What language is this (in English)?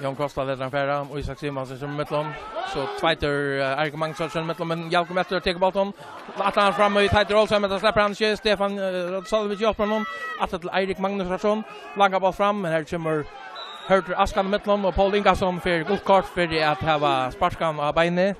Faroese